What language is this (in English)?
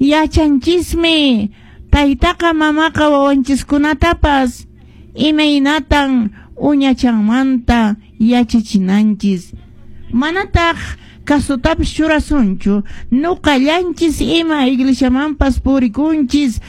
Quechua